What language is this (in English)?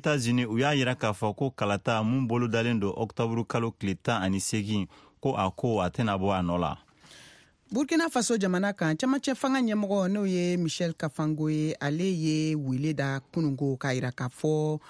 Bambara